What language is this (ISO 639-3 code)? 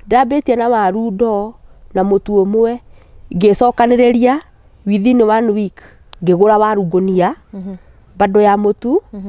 kik